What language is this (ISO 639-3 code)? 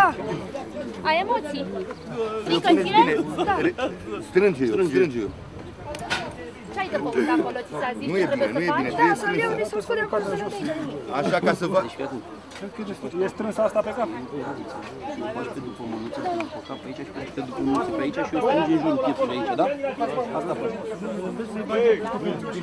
ron